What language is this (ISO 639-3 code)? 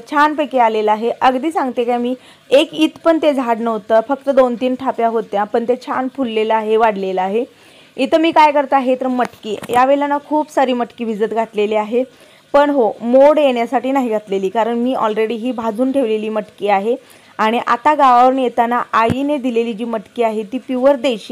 mar